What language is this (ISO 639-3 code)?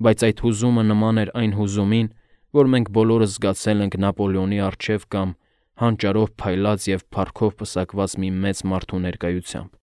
hye